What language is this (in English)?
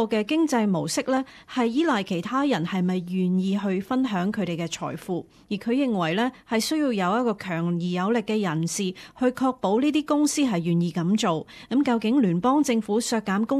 Cantonese